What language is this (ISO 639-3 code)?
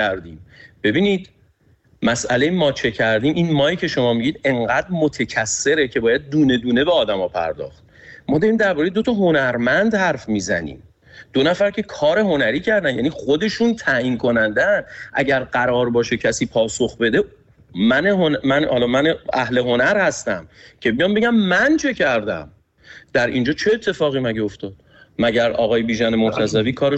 fas